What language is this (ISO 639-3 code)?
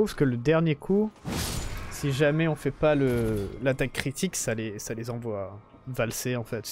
fra